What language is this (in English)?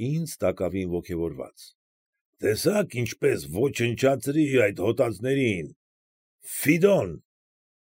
Armenian